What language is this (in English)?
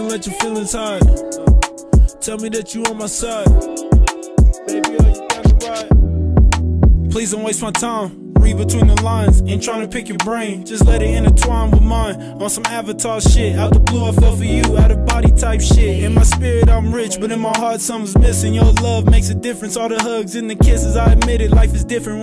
English